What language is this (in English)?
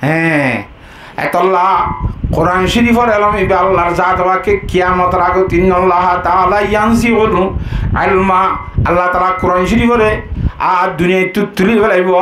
Rohingya